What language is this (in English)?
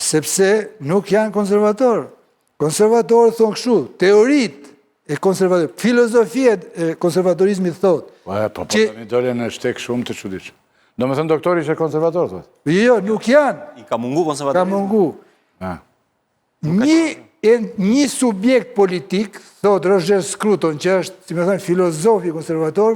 Albanian